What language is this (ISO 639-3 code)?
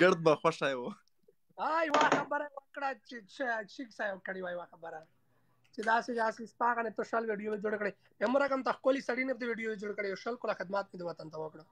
pus